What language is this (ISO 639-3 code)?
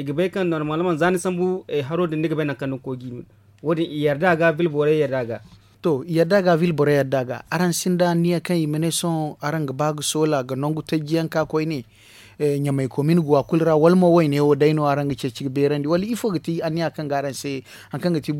dje